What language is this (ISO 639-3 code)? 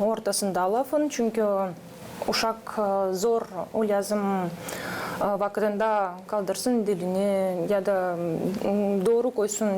gag